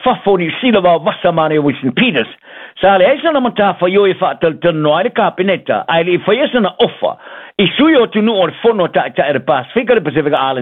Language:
Samoan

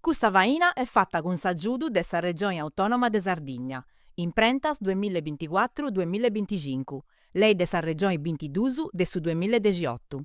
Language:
Sardinian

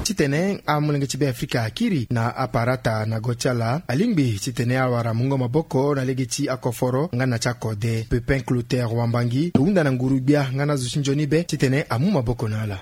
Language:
Sango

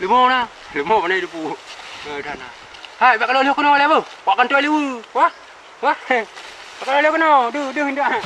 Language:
Achinese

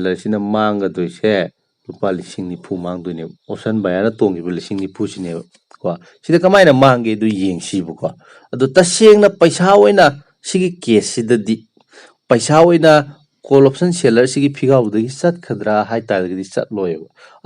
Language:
Manipuri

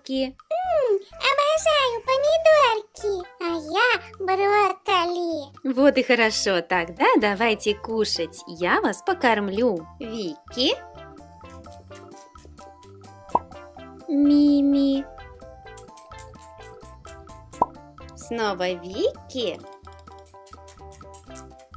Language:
Russian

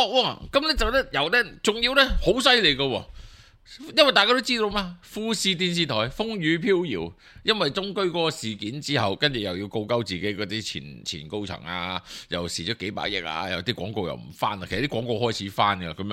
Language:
Cantonese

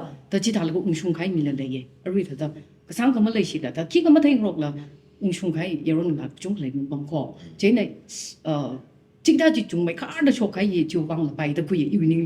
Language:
Tangkhul Naga (India)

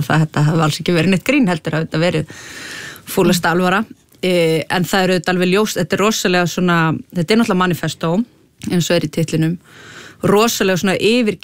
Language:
Icelandic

